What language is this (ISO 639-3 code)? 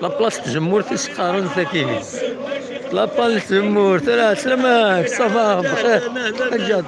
kab